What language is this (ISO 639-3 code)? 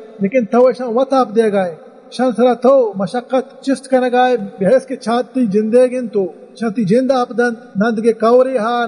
bal